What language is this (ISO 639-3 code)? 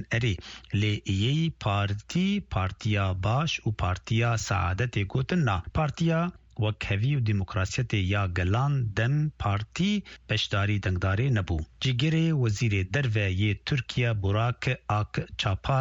kur